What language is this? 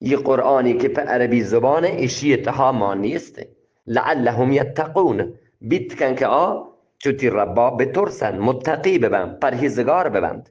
Eastern Balochi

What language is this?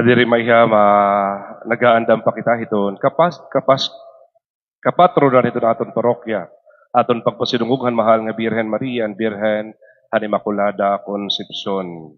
Waray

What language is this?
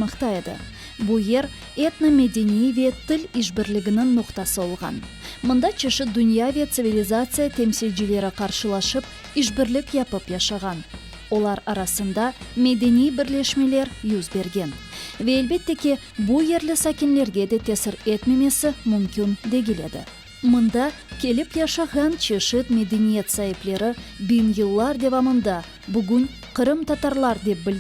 Crimean Tatar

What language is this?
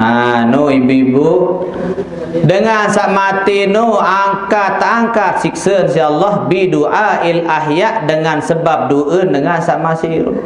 Sasak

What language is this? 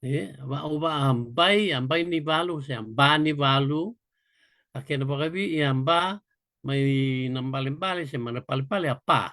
Fijian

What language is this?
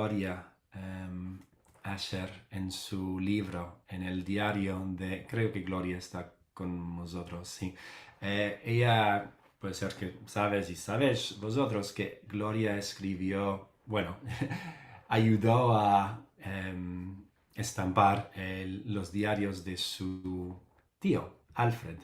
Ladino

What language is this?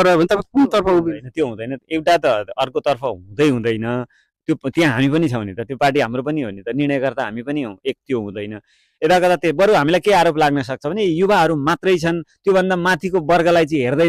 Nepali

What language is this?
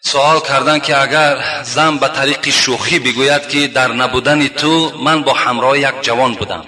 Tajik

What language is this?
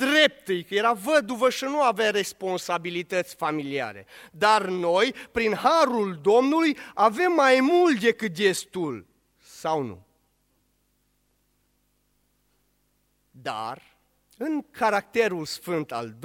Romanian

